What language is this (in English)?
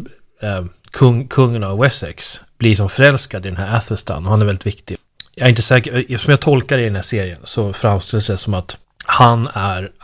Swedish